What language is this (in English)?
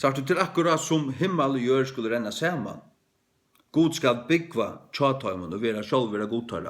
Faroese